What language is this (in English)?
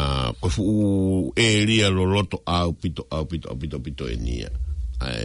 Tongan